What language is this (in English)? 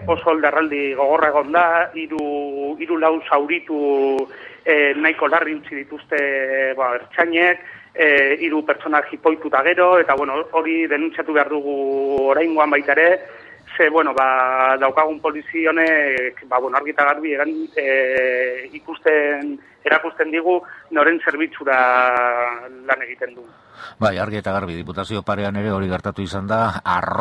Basque